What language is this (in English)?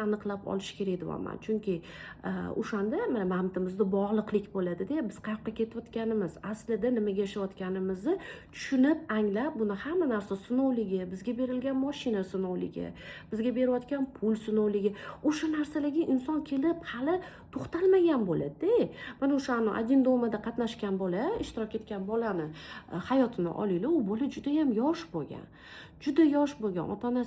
Uzbek